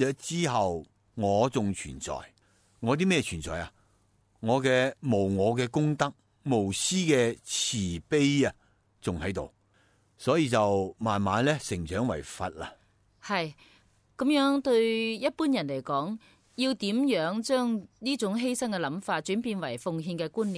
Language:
Cantonese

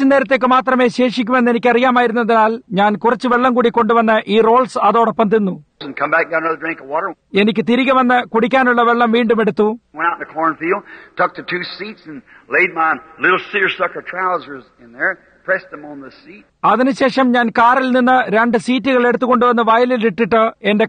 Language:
Malayalam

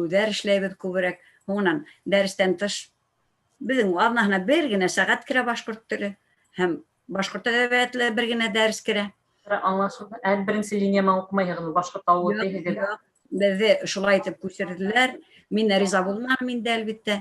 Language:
Bashkir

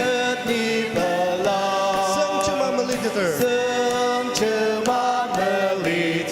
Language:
Ao Naga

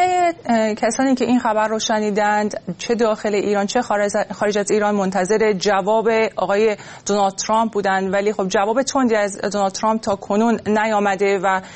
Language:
Persian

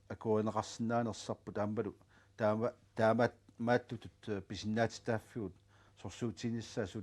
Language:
Kalaallisut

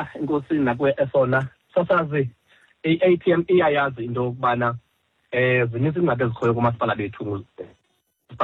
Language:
Xhosa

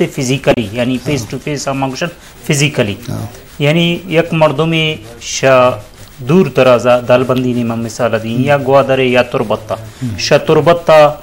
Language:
Eastern Balochi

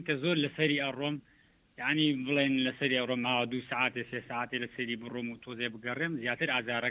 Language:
Central Kurdish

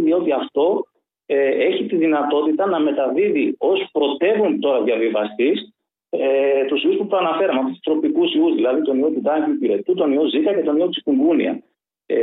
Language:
Greek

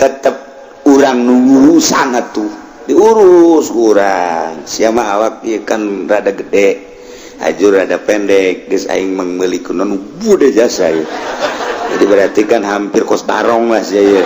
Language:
Sundanese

